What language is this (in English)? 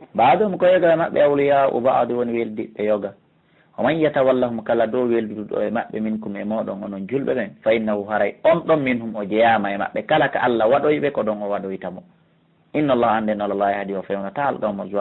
Fula